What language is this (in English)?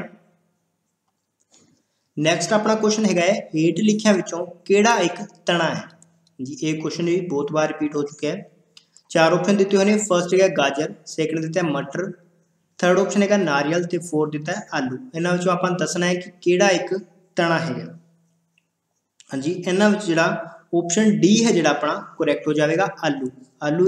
Punjabi